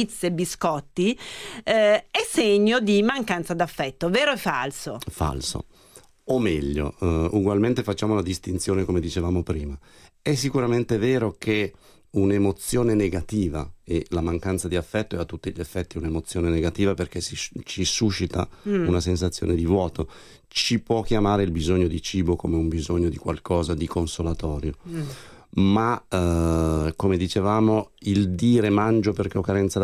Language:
Italian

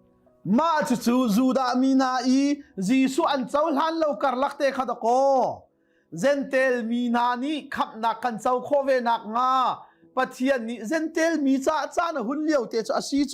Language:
Hakha Chin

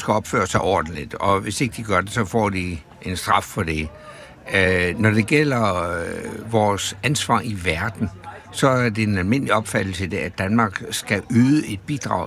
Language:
Danish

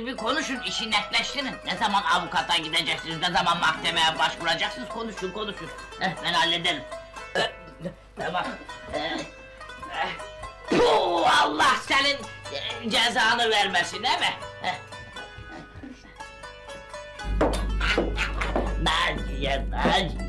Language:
Turkish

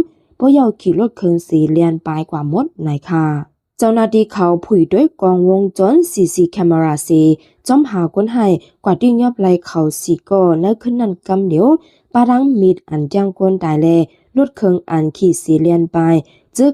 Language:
Shan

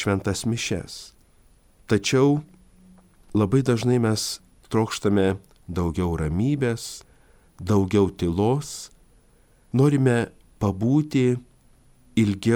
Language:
Lithuanian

